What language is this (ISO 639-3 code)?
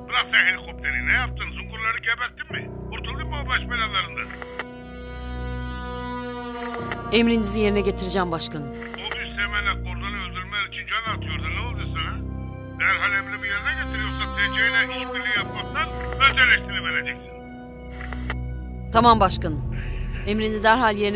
tur